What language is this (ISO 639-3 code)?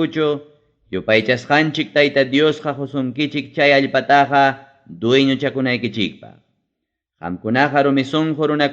quy